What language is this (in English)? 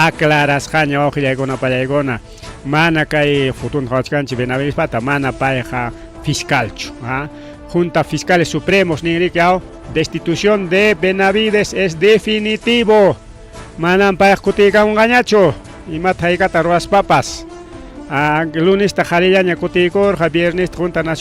Ayacucho Quechua